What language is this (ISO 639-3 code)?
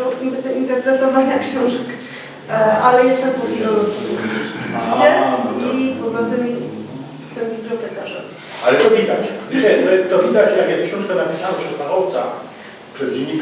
szl